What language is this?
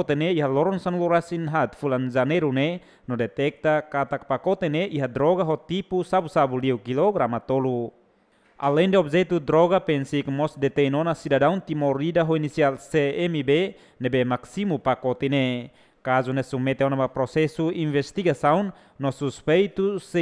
Tetum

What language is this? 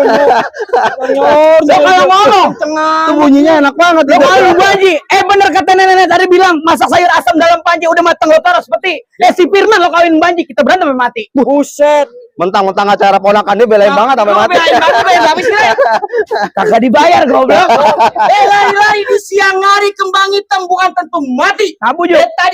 Betawi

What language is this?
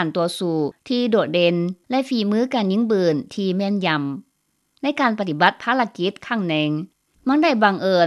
Lao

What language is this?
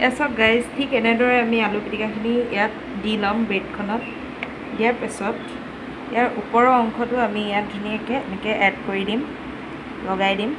Assamese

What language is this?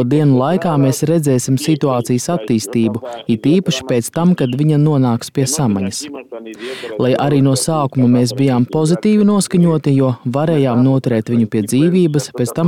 Latvian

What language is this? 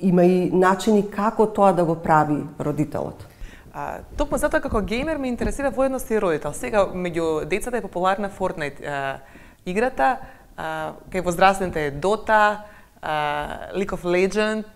Macedonian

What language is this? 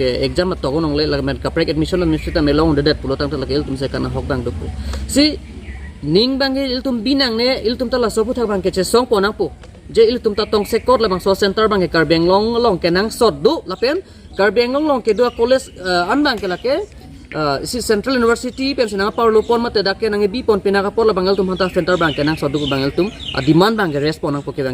Karbi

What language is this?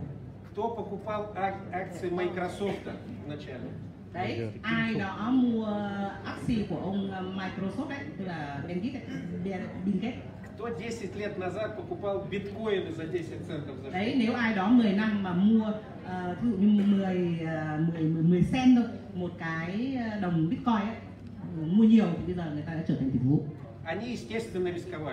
Vietnamese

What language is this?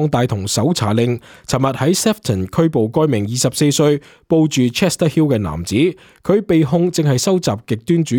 Cantonese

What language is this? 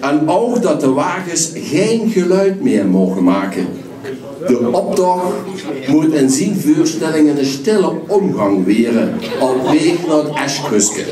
Limburgish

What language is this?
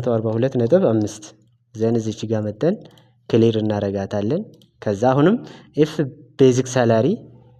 Amharic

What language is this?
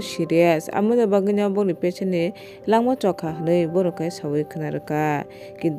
Kok Borok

